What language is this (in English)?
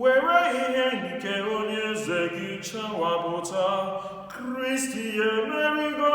Igbo